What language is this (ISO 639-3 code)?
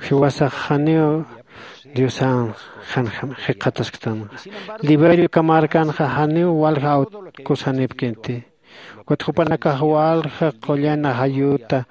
aym